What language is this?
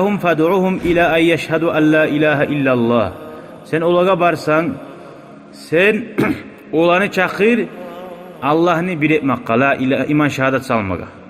Kumyk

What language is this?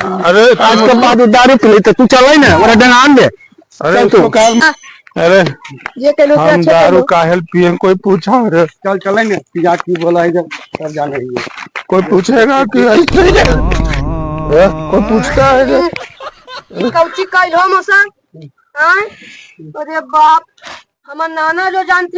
Magahi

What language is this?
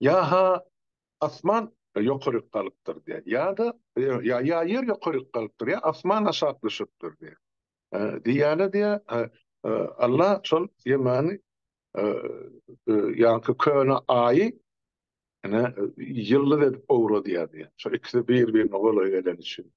Turkmen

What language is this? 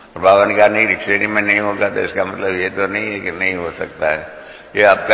Hindi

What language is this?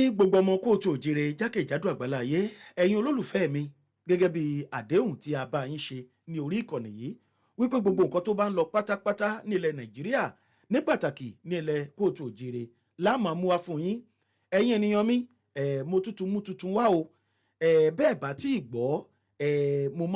Yoruba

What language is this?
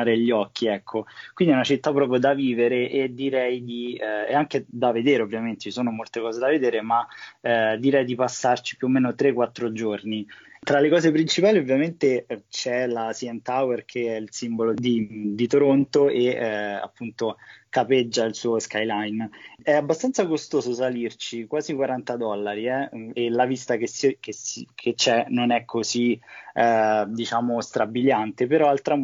Italian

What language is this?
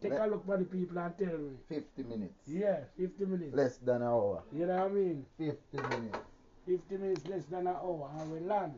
Jamaican Creole English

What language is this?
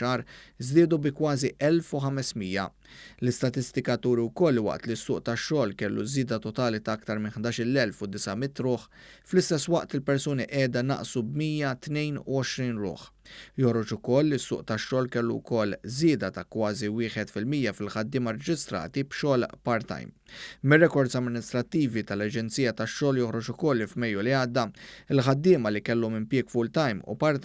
Maltese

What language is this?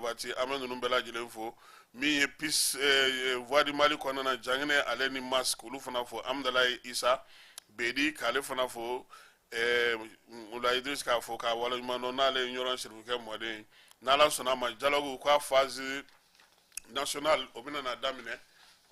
Bambara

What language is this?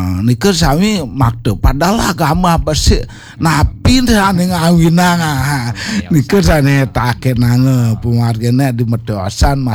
Balinese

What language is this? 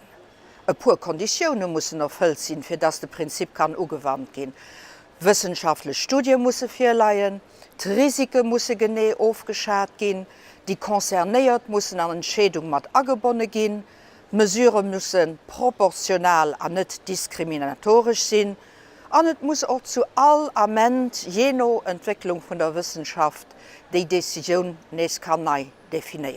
Luxembourgish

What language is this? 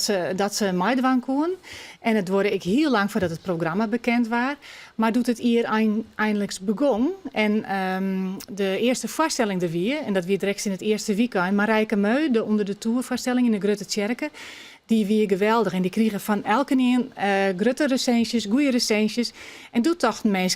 Western Frisian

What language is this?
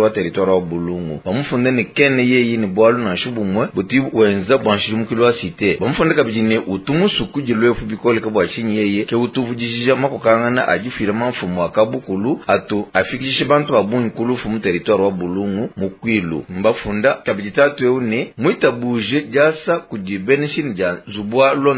Luba-Lulua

